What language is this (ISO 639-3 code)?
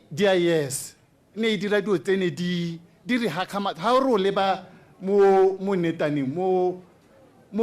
tsn